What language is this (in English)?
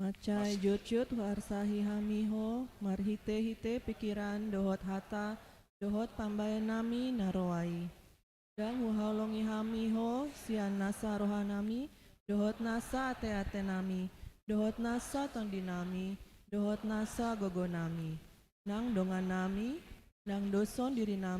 Batak Toba